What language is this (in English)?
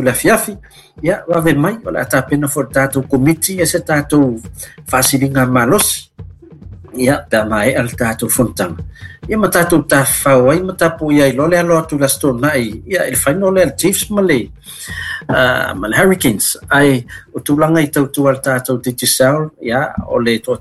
Samoan